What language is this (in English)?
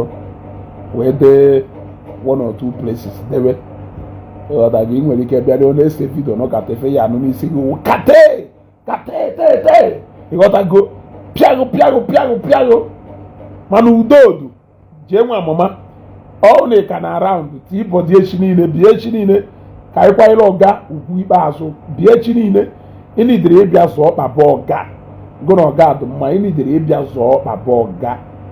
Igbo